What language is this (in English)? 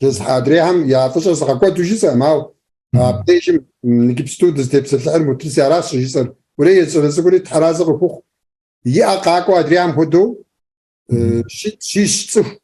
Kabardian